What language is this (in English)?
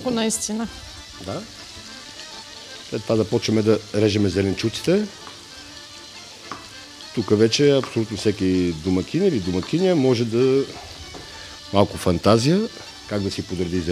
Bulgarian